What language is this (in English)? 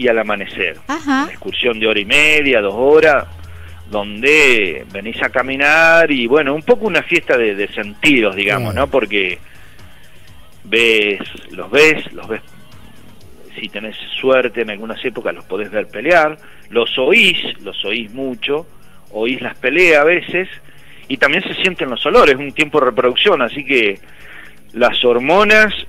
Spanish